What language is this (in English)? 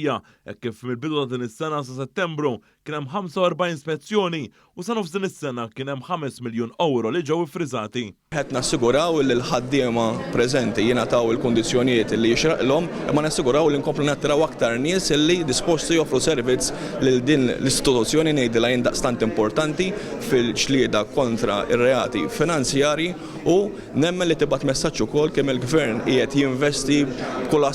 Maltese